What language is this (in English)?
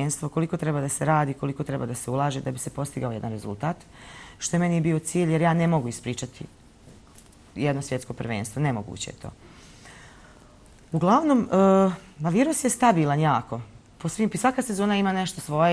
Bosnian